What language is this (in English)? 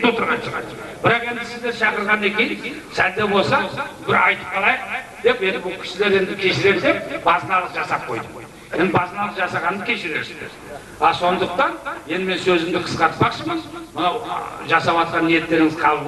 Kazakh